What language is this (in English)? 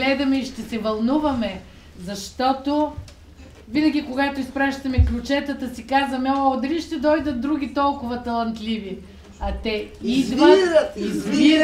Bulgarian